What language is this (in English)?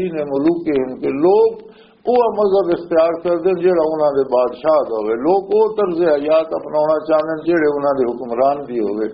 Western Panjabi